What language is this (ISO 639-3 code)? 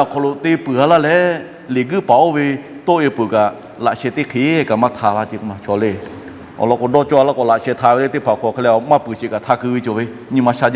lhu